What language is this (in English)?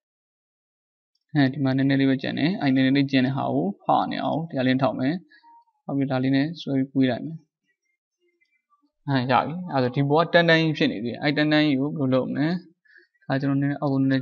Burmese